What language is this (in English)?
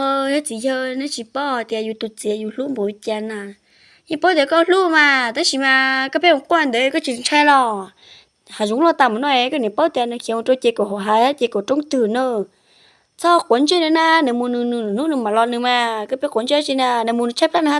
Hmong